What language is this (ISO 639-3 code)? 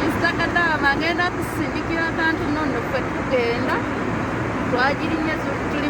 lug